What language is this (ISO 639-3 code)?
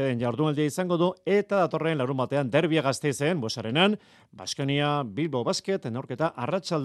eus